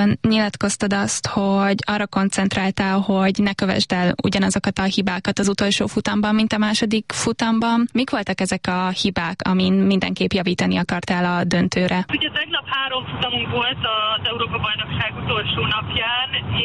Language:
Hungarian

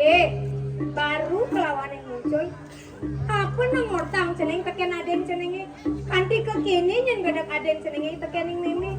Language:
Balinese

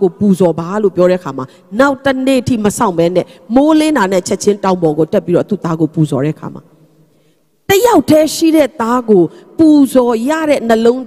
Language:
Burmese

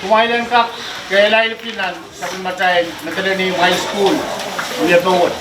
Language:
Pohnpeian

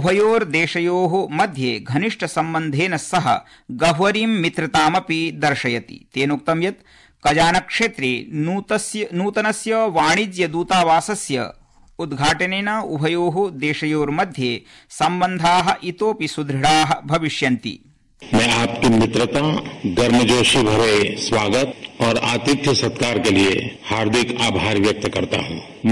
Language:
Sanskrit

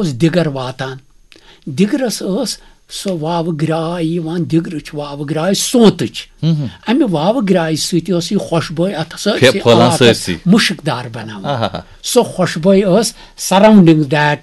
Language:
Kashmiri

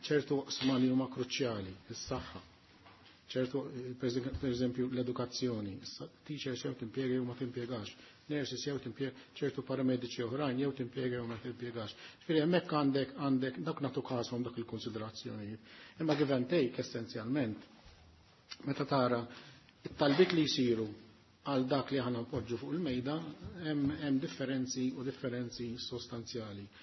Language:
Maltese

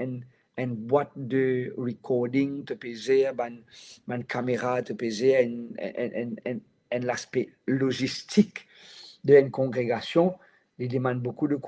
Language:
Morisyen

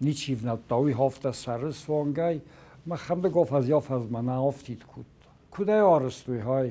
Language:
Ossetic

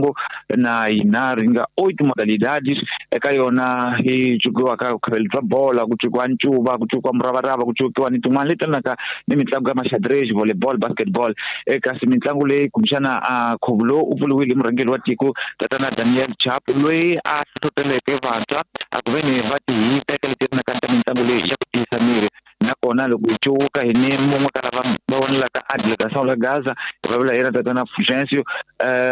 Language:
Tsonga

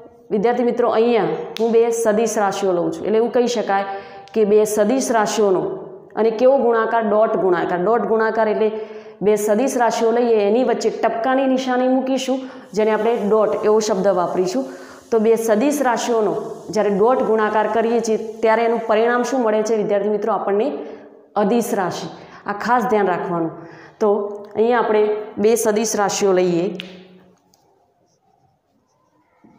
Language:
Gujarati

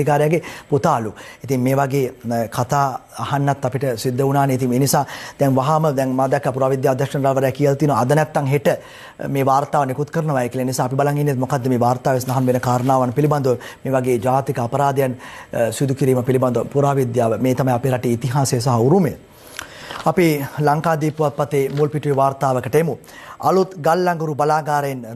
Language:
Sinhala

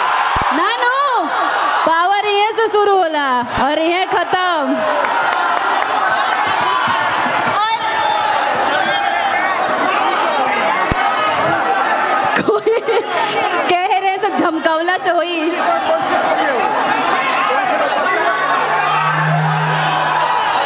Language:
Bhojpuri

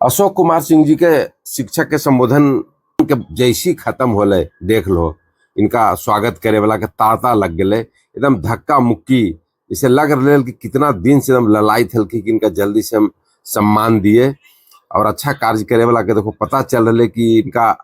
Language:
Magahi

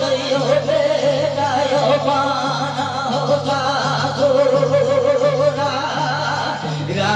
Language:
Maithili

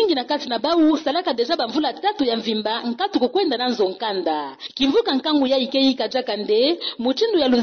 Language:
Kituba (Democratic Republic of Congo)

